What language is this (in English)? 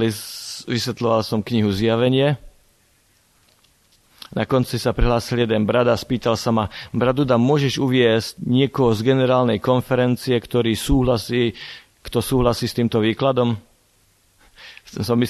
Slovak